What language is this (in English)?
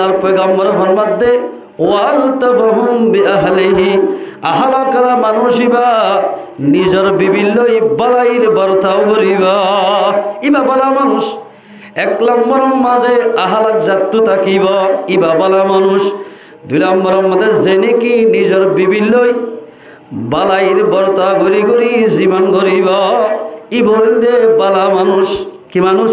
Rohingya